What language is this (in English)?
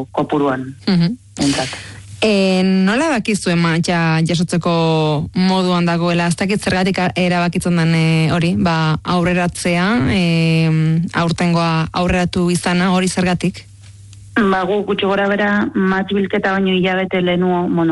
Basque